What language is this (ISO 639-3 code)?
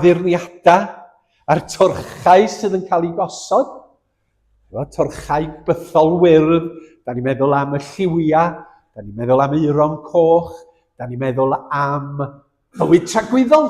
cym